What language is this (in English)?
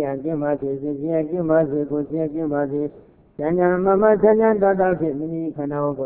Burmese